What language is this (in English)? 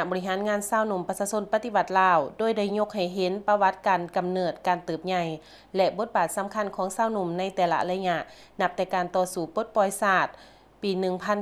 Lao